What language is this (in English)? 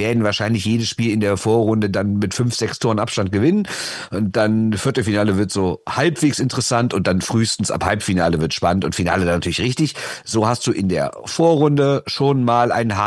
German